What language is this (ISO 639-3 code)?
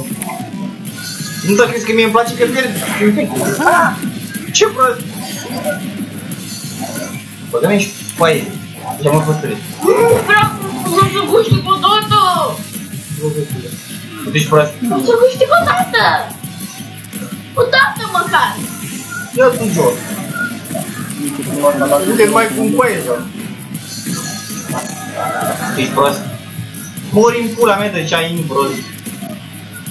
ron